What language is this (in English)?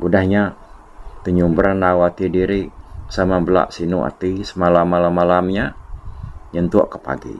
Iban